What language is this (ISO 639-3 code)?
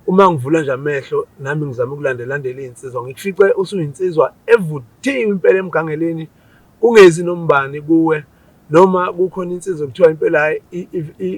zul